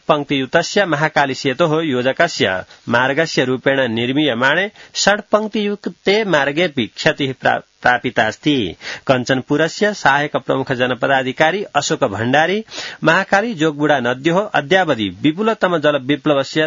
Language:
Sanskrit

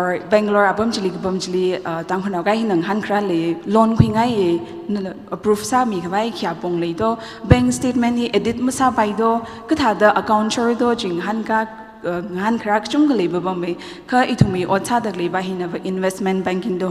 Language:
Tangkhul Naga (India)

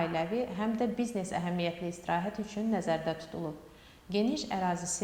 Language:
Azerbaijani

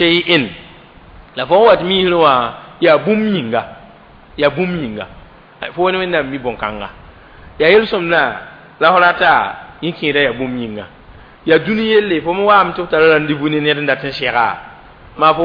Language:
Mossi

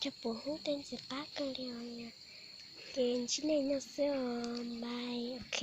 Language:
Hmong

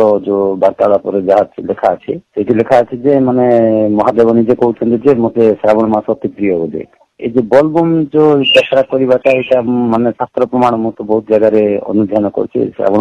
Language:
Odia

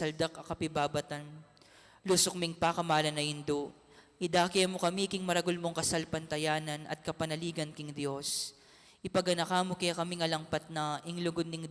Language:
Pampanga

